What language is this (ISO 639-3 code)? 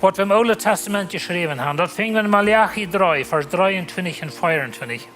pdt